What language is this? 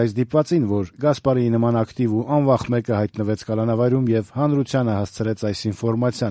Armenian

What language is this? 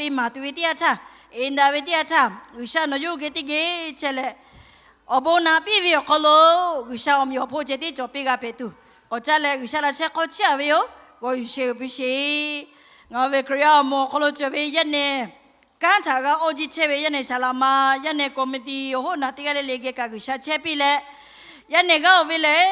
Lahu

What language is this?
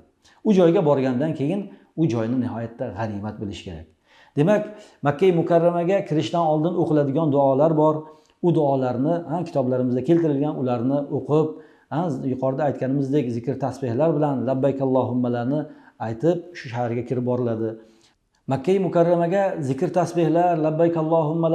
Uzbek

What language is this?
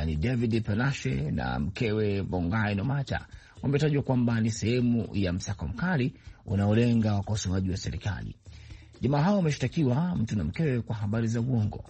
Swahili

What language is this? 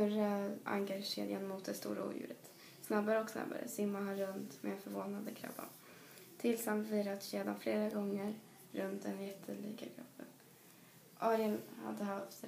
Swedish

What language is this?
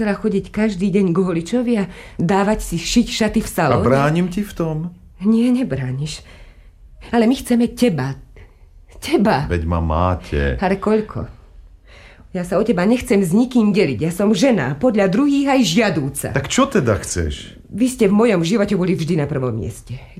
Slovak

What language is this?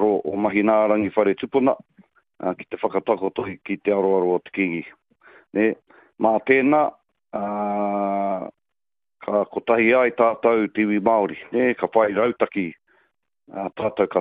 Māori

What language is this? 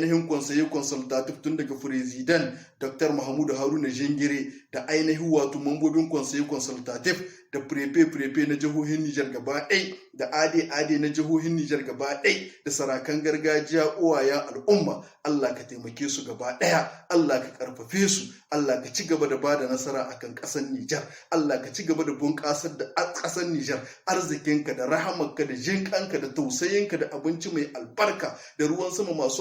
Hausa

